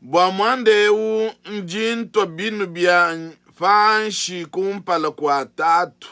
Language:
Luba-Lulua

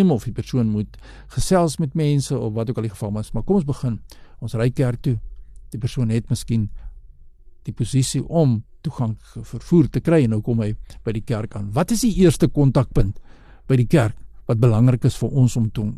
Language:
Afrikaans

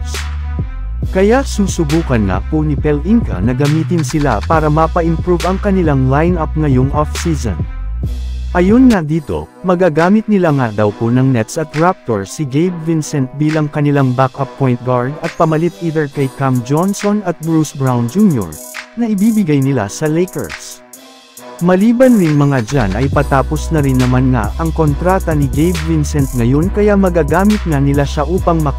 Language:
Filipino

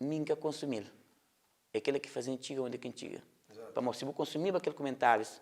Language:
Kabuverdianu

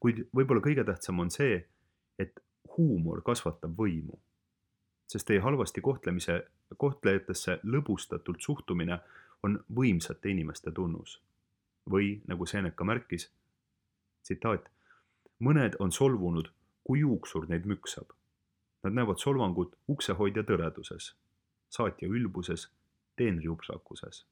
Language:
Estonian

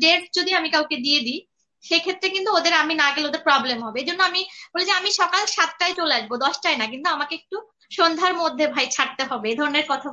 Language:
Bangla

